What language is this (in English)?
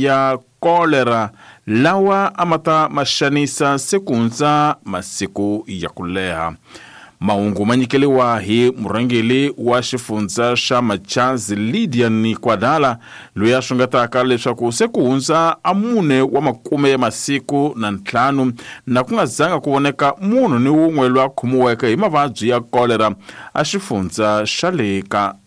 Tsonga